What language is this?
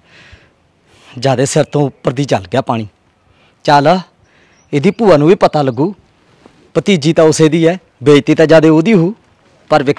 Punjabi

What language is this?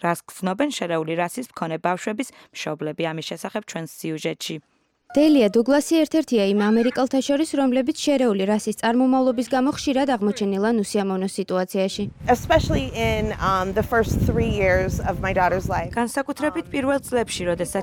Georgian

